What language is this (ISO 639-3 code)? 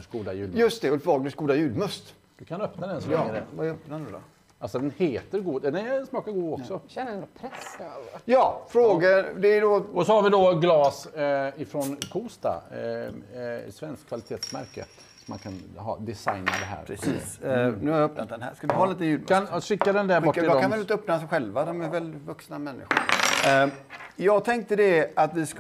swe